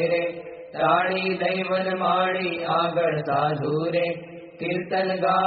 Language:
Gujarati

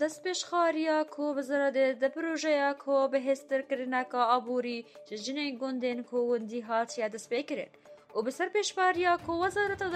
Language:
Kurdish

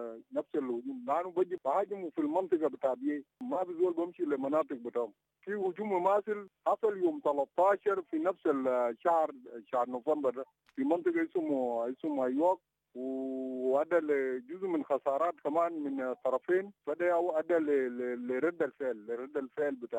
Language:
Sudanese Arabic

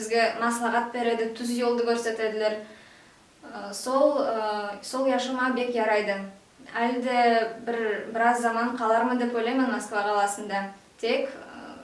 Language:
Nogai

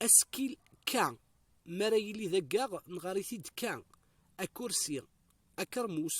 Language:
Kabyle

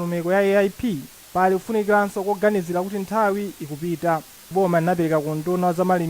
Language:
Nyanja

